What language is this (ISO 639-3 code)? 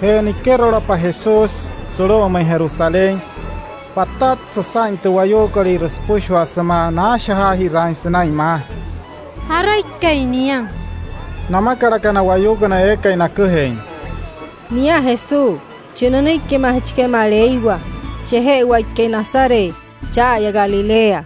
guc